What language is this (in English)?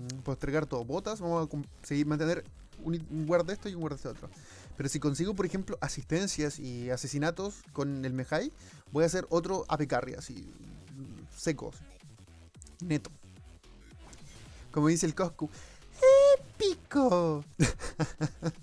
Spanish